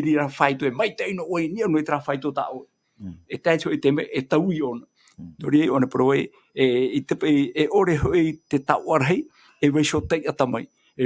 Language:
Tahitian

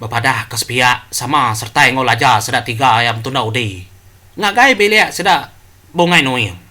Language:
Iban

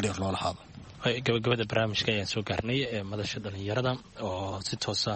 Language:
Somali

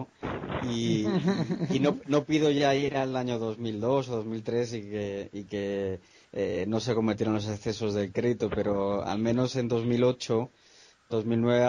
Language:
Spanish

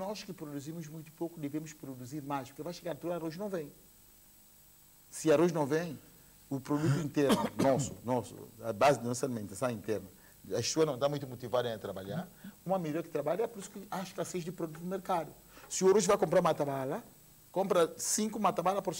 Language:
Portuguese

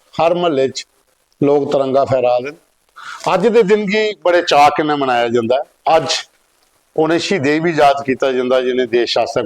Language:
Dogri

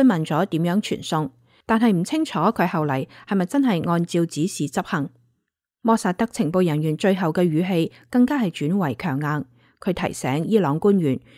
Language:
Cantonese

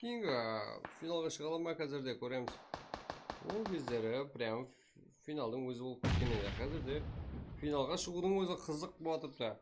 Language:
Kara-Kalpak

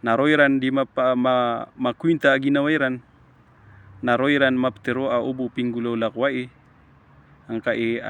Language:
Maranao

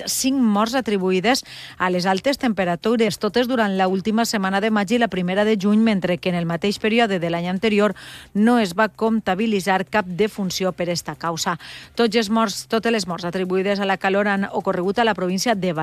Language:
Catalan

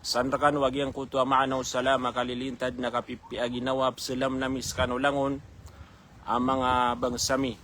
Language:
Maranao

